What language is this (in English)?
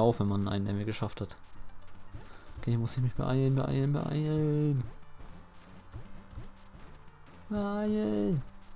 German